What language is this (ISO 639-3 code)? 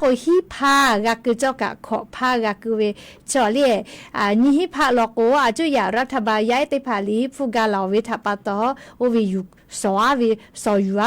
lhu